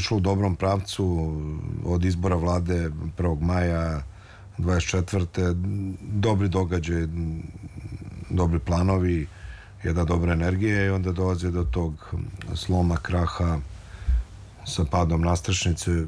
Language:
Serbian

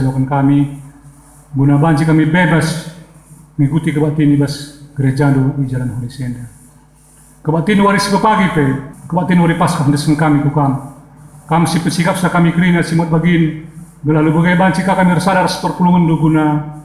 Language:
Batak Karo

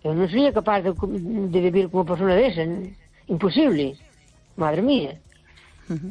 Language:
Galician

